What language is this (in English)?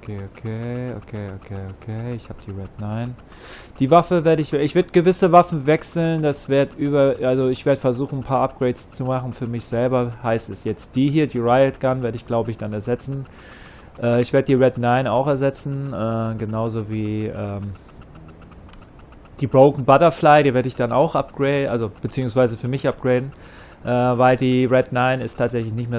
German